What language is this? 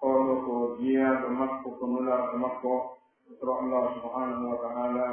Pular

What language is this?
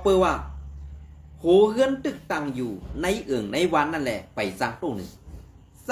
Shan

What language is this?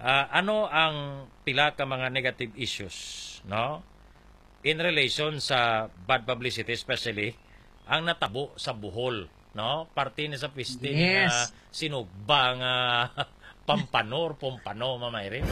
Hiligaynon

